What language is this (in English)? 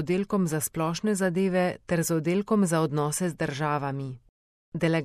Slovenian